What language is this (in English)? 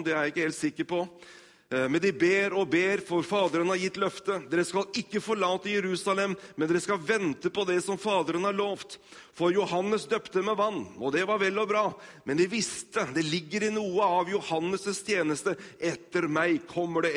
Norwegian